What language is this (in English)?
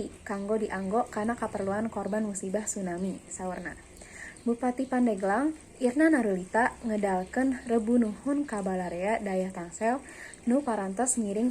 Sundanese